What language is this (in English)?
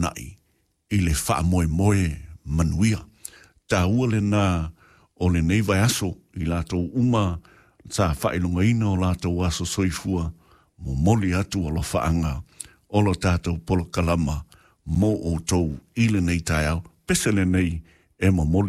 Samoan